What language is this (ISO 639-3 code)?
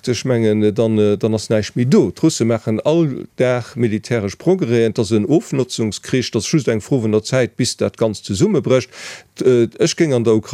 ltz